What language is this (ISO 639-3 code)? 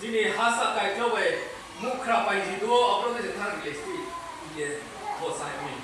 ria